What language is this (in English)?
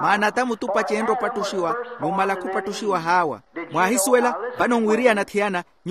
Makhuwa